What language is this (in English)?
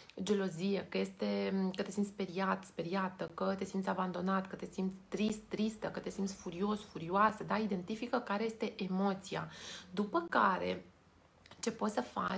Romanian